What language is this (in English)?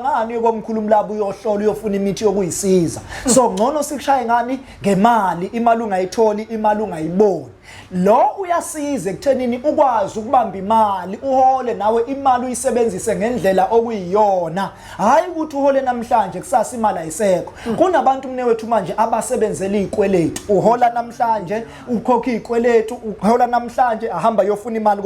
Zulu